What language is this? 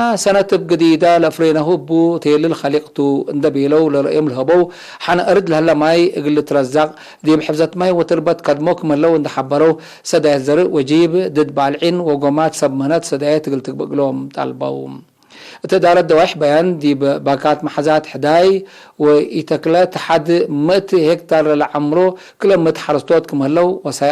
Tigre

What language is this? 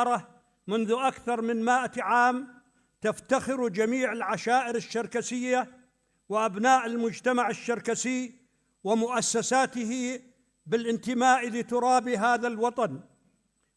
North Levantine Arabic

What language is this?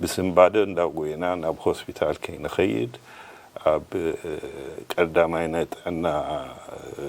Tigrinya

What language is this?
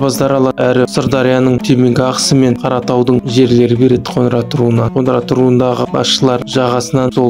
Kazakh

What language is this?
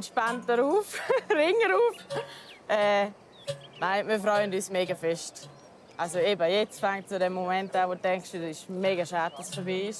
Swiss German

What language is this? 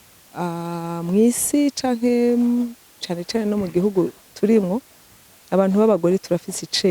Rundi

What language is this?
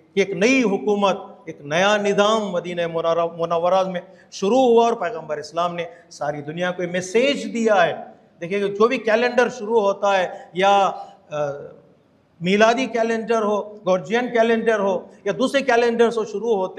Urdu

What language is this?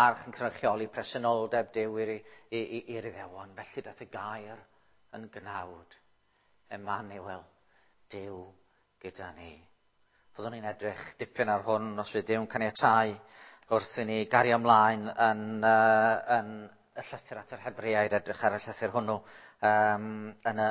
Welsh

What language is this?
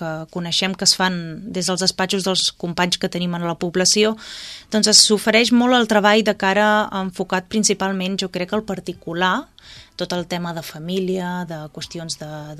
Catalan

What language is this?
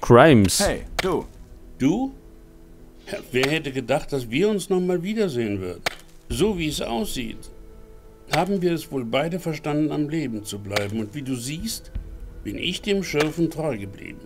Bavarian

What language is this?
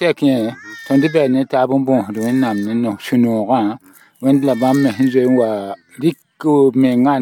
Mossi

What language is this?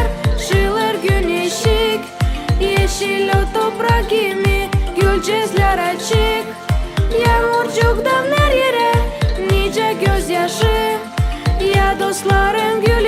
Gagauz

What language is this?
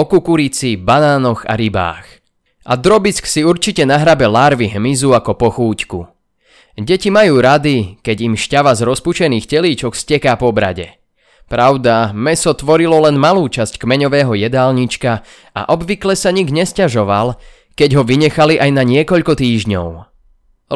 Slovak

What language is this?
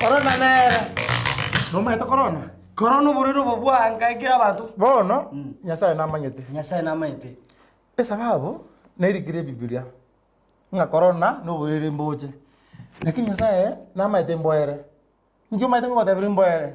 Gusii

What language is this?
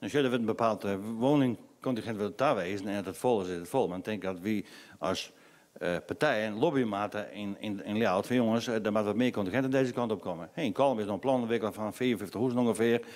Western Frisian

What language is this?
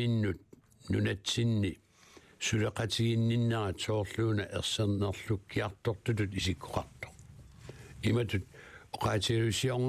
Kalaallisut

